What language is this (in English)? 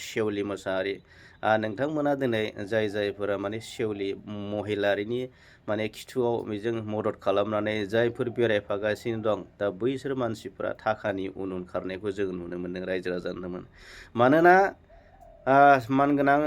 Bodo